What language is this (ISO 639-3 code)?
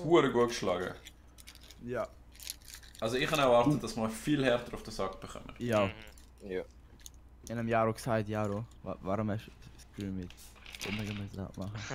gsw